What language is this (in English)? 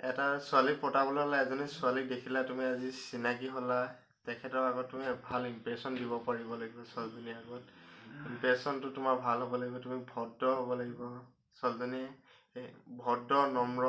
Assamese